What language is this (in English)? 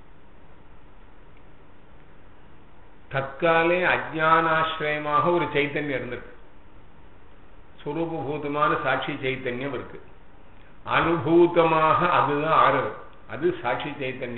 Tamil